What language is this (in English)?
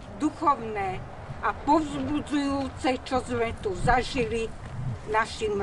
Slovak